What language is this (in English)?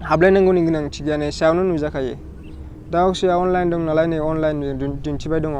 Bodo